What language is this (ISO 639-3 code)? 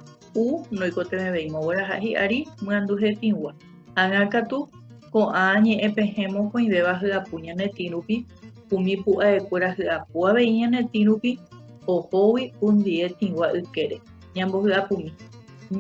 grn